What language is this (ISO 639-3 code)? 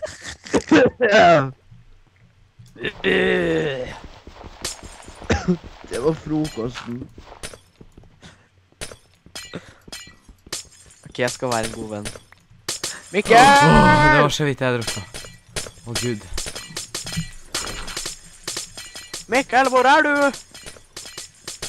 nor